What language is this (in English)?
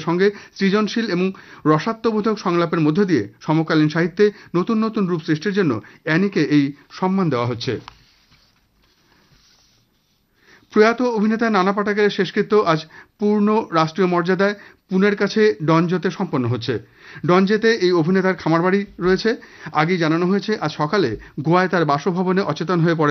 Bangla